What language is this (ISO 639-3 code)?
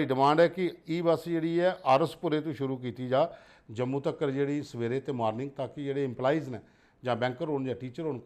doi